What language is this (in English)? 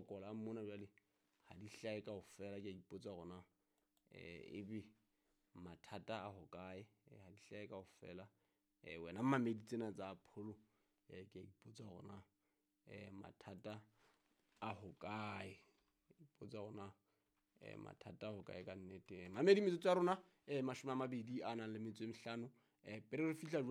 Southern Sotho